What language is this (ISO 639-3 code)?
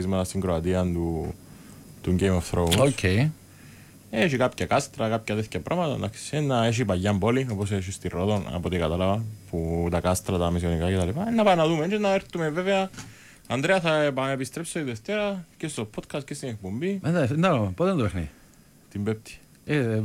ell